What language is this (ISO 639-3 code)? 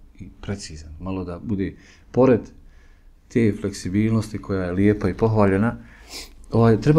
bos